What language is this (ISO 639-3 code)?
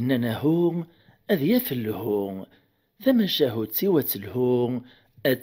kab